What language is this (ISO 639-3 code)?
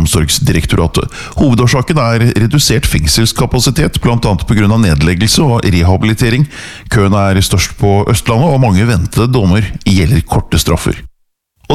nor